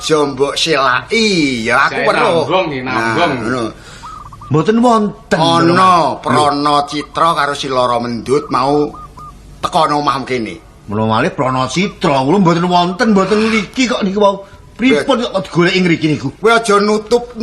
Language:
Javanese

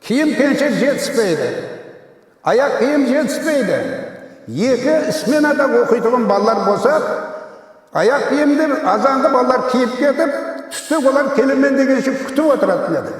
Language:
Kara-Kalpak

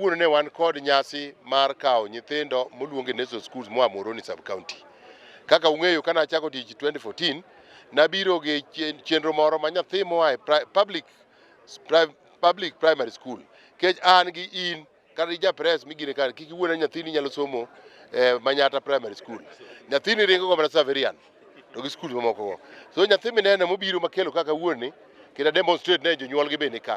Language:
Luo (Kenya and Tanzania)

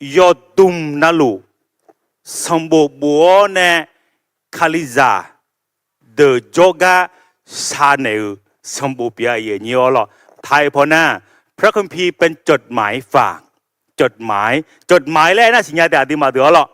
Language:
Akha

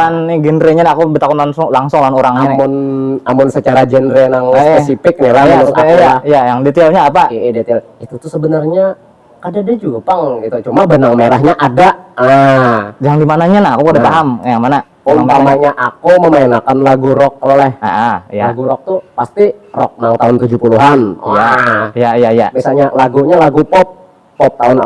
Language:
Banjar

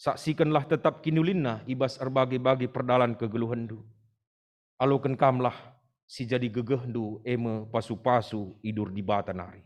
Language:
Batak Karo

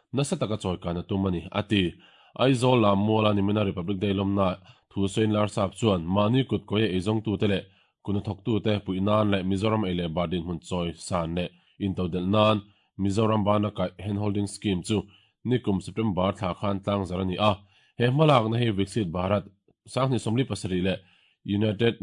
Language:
Mizo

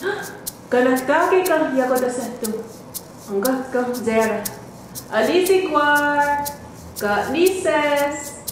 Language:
Mohawk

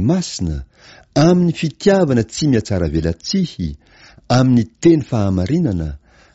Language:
Malagasy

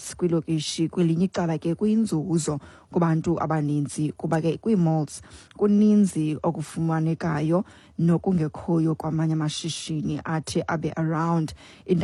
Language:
Xhosa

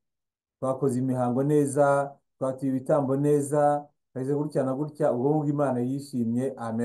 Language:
Kinyarwanda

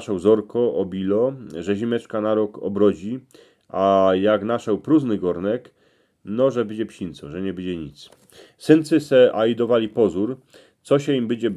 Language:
Silesian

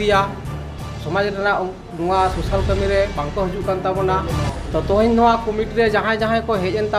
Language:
Santali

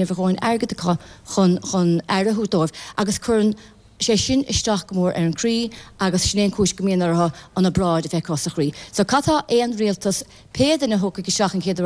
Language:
Irish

